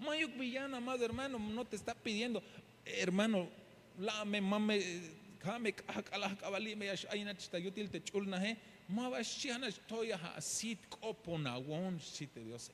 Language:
Tzeltal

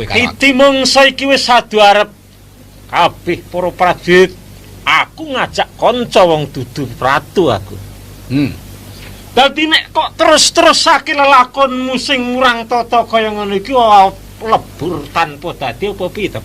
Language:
Javanese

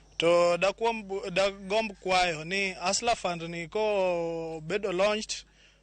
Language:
Luo (Kenya and Tanzania)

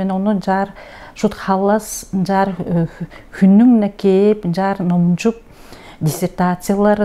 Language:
Tuvinian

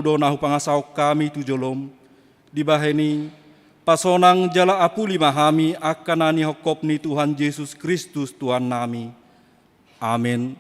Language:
Batak Toba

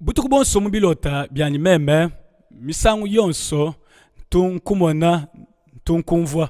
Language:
Luba-Lulua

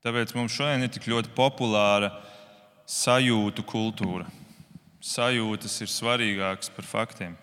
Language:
Latvian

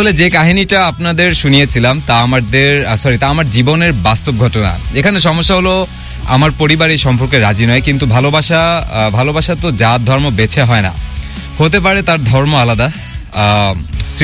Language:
Bangla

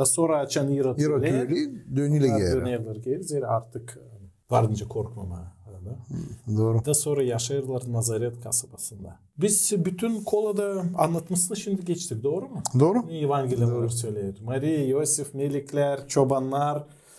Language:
Gagauz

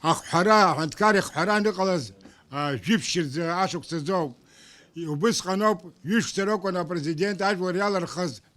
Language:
Abkhazian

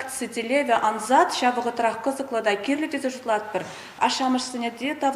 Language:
Chuvash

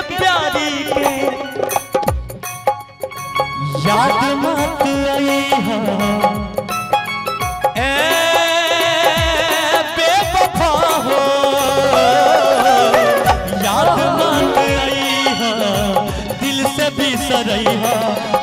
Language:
Bhojpuri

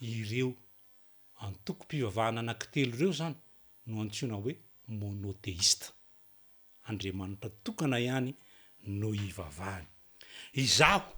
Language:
Malagasy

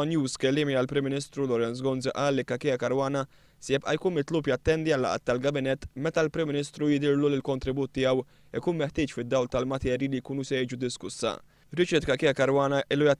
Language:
Maltese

